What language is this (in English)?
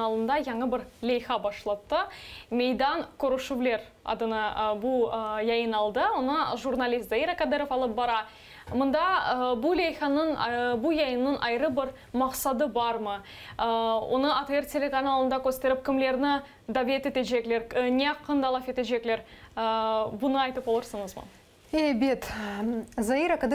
Crimean Tatar